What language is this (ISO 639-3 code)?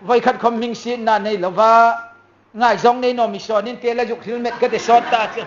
hmr